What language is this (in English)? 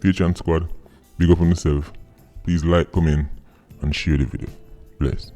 Jamaican Creole English